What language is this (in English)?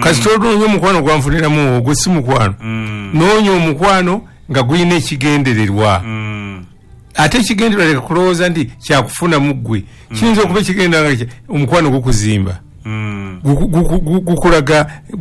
Ganda